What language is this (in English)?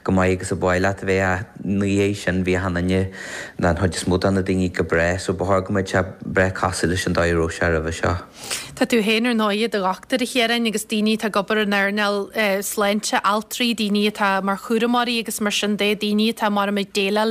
Irish